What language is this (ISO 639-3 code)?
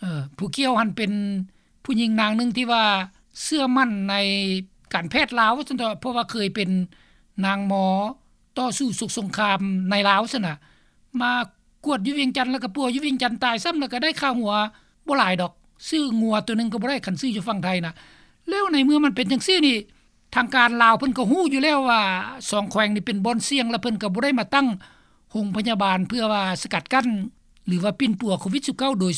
lao